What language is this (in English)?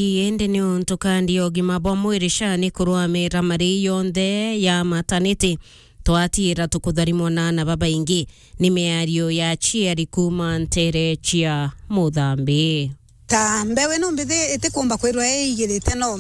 Meru